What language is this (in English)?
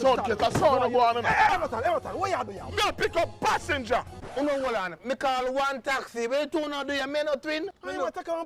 Jamaican Creole English